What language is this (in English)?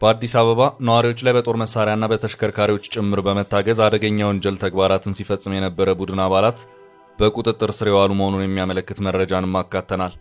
Amharic